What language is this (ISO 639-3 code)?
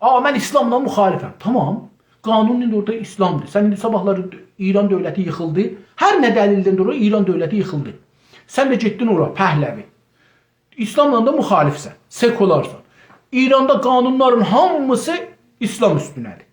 azb